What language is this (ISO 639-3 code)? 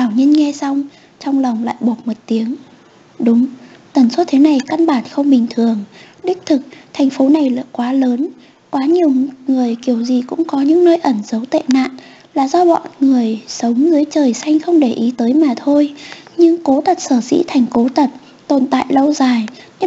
vie